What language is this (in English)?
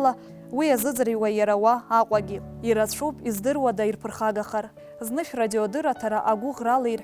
Abkhazian